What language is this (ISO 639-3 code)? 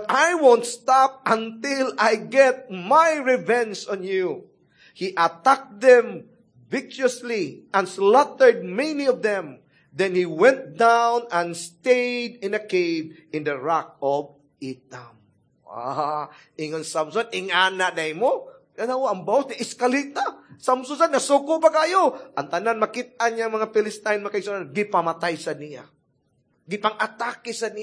ceb